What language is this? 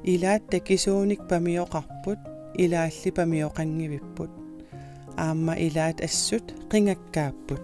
Kalaallisut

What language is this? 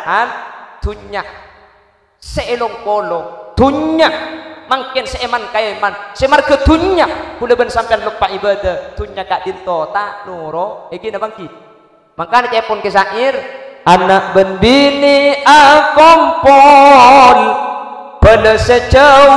Madurese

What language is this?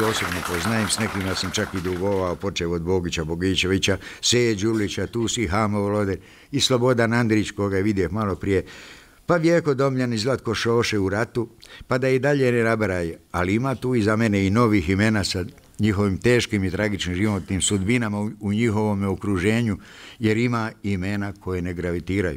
Bosnian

